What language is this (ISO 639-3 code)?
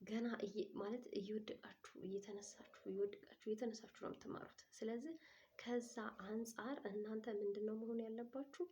amh